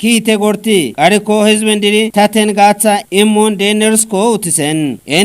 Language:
Kafa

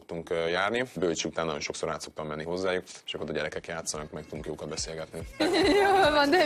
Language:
Hungarian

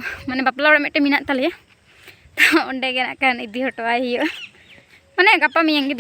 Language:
Santali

